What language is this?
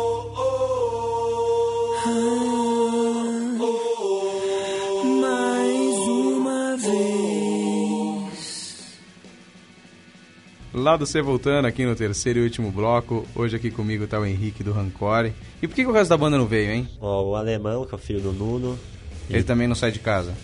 Portuguese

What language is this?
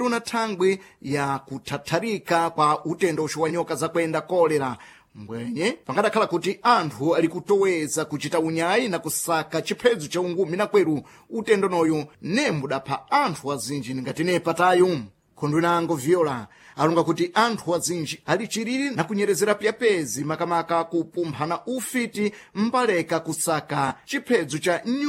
Sena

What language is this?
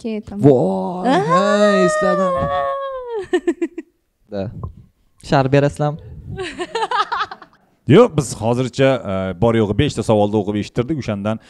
Uzbek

